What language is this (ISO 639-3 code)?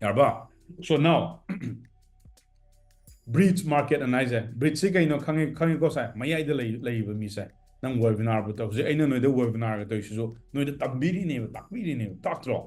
mni